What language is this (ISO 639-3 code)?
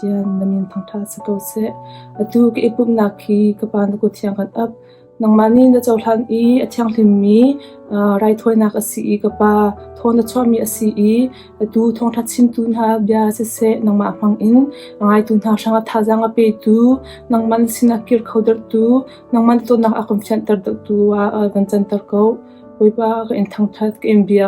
cnh